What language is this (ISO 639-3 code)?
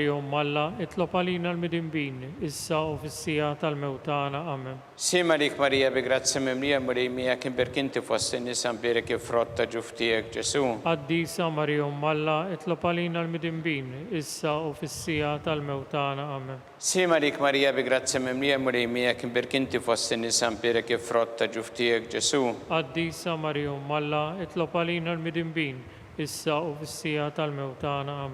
mlt